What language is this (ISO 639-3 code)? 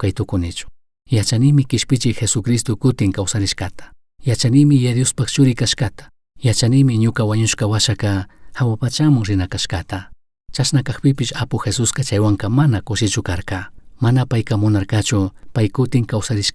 qug